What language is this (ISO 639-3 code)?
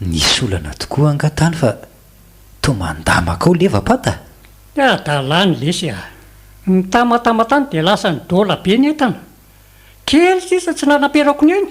mlg